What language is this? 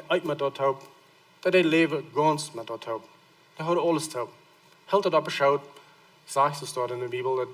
Plautdietsch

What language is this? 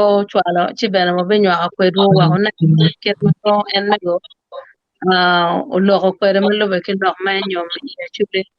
Acoli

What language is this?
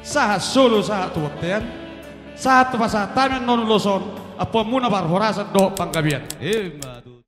Batak Toba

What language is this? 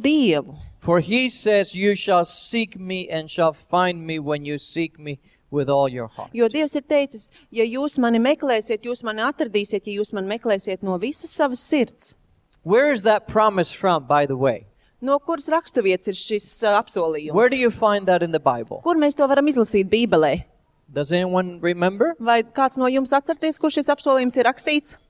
Latvian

